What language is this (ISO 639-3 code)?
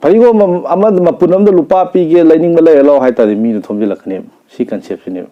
mni